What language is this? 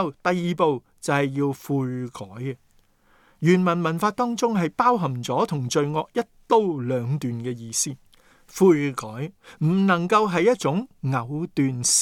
Cantonese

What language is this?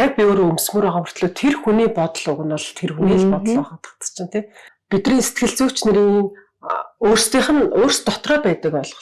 Mongolian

